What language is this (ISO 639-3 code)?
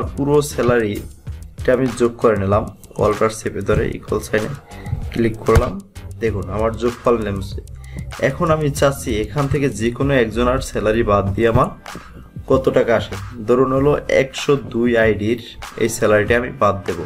ben